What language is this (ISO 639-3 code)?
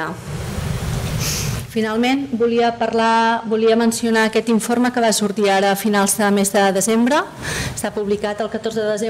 cat